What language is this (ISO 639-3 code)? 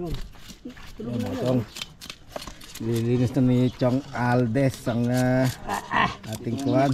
fil